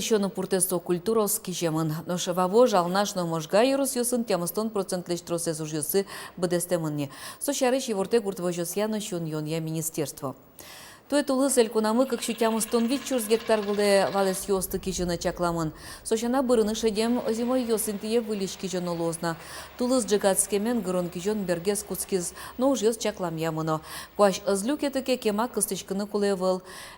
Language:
Udmurt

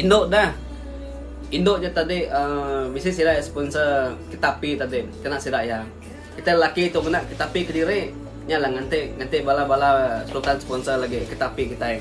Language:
Iban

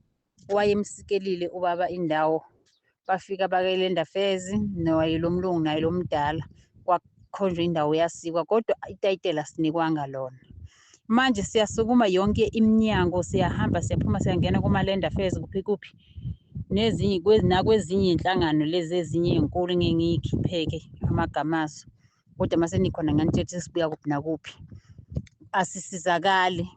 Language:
Zulu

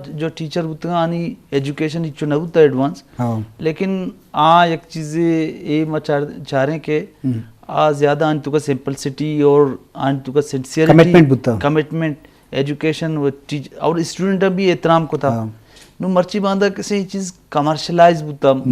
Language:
Eastern Balochi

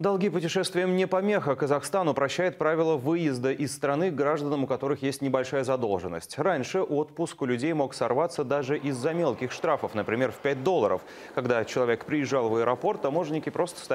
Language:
Russian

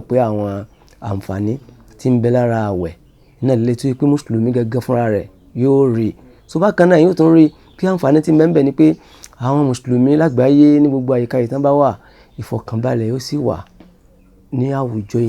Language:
Yoruba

